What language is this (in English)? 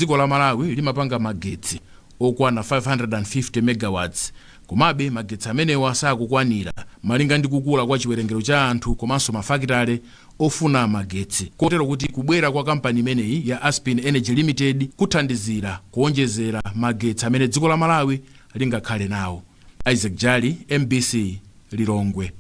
Nyanja